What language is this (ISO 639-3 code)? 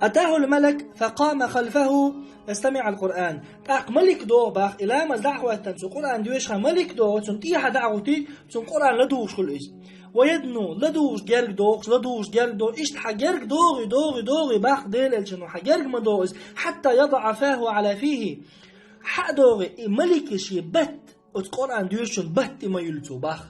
che